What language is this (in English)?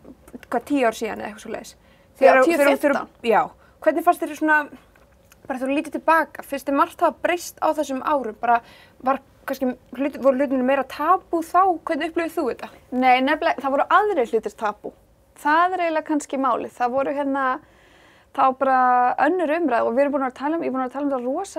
Icelandic